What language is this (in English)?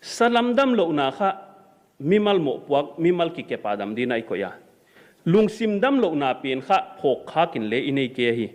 Paite Chin